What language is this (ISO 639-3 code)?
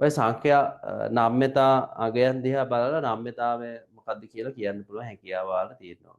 sin